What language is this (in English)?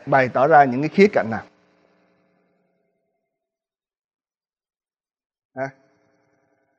Vietnamese